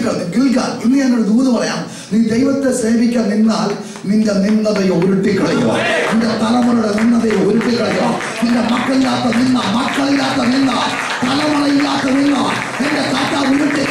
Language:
Malayalam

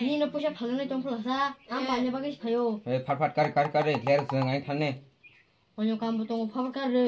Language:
Kok Borok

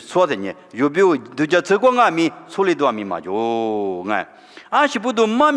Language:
Lisu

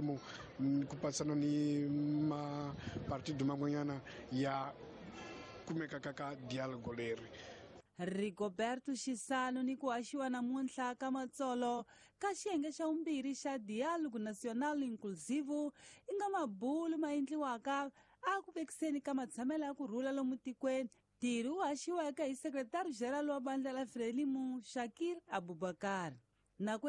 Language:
Tsonga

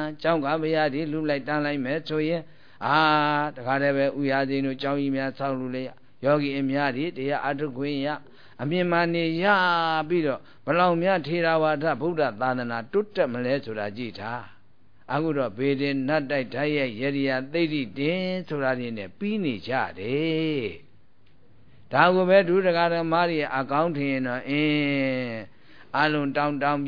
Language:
Burmese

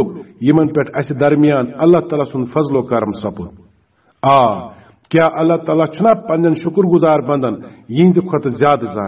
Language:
Kashmiri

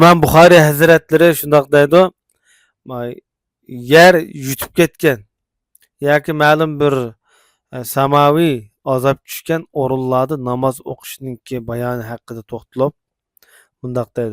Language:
Uyghur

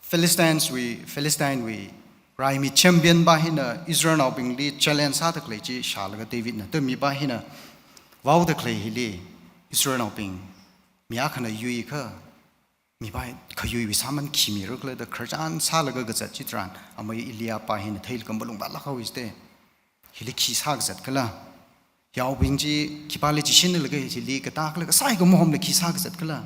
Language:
Tangkhul Naga (India)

